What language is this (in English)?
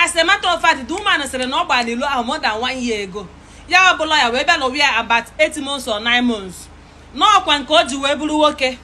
Igbo